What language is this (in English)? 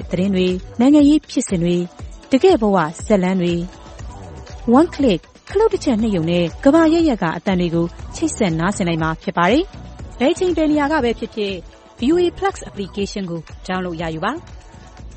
Burmese